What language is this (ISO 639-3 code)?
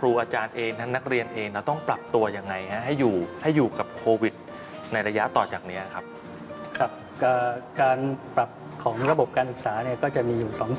tha